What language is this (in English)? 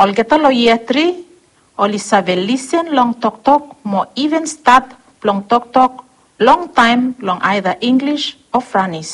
Bislama